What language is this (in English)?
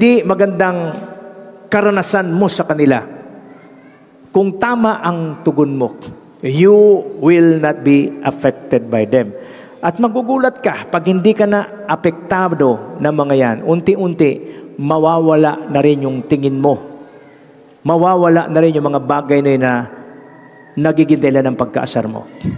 Filipino